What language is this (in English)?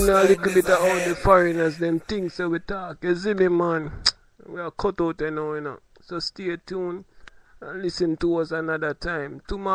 Jamaican Creole English